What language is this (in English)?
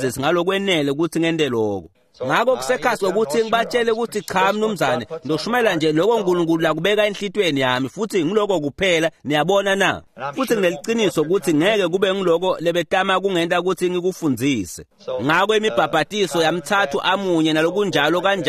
Swati